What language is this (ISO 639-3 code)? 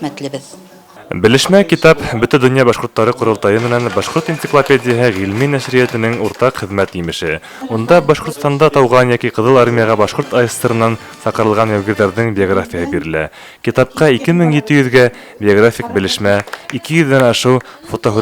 bak